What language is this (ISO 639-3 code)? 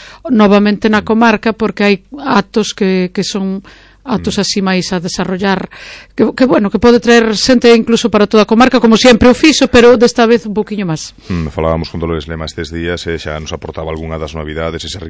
glg